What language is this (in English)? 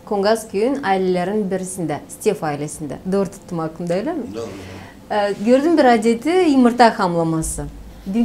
Gagauz